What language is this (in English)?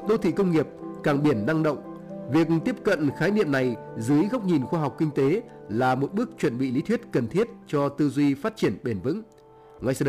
Vietnamese